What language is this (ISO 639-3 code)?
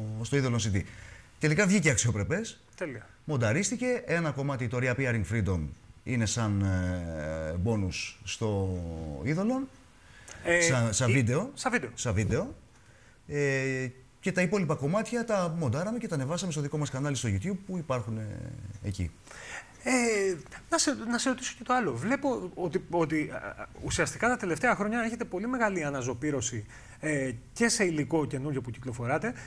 ell